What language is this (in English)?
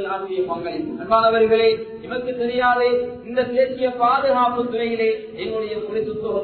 Tamil